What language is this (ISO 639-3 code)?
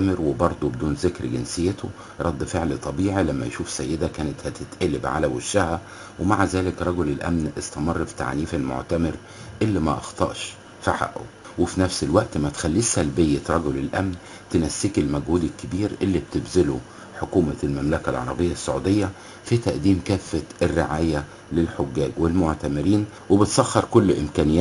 arz